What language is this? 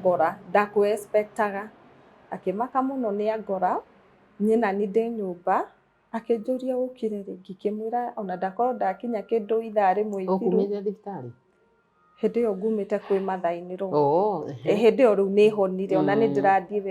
Kikuyu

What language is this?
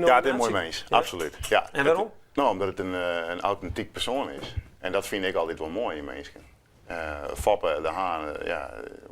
Western Frisian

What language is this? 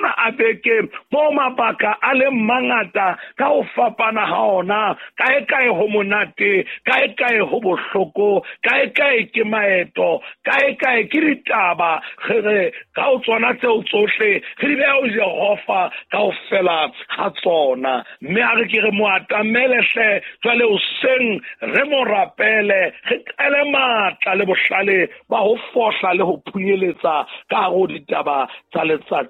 Southern Sotho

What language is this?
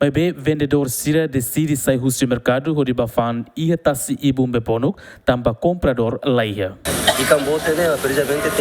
Tetum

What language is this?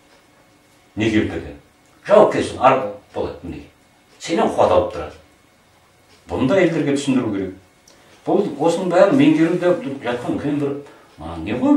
Kazakh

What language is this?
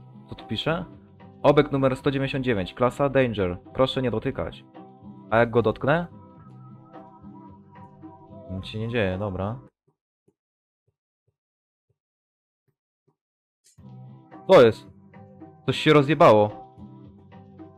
Polish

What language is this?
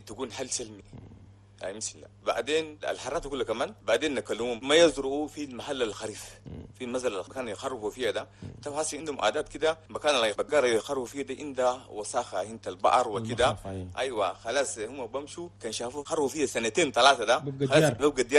Chadian Arabic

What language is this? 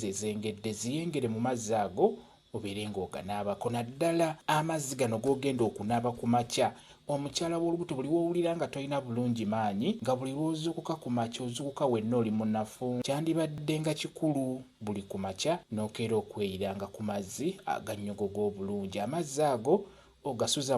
Ganda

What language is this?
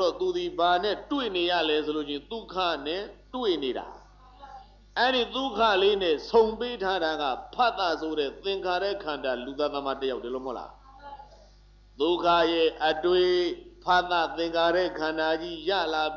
Burmese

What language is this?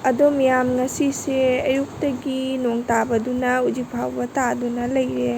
Manipuri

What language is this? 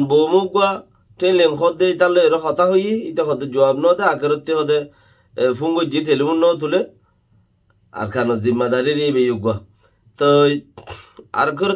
Rohingya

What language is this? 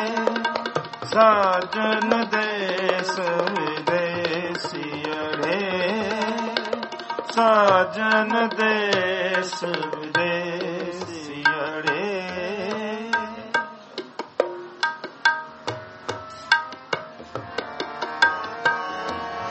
Punjabi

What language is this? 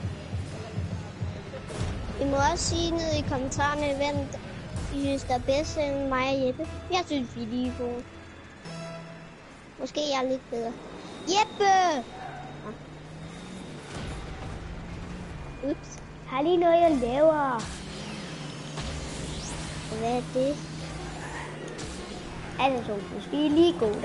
Danish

